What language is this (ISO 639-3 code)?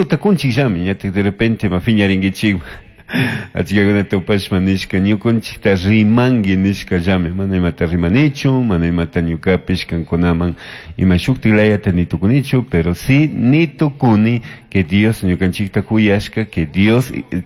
qug